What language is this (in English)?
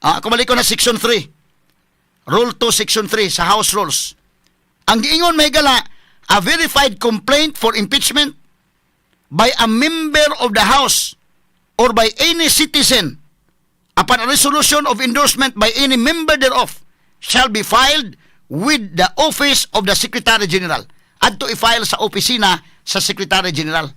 Cebuano